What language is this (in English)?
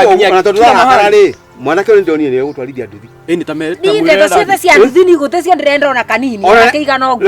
Kikuyu